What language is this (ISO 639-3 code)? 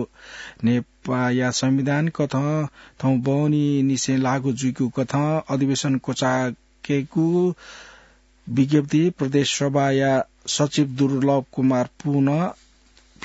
new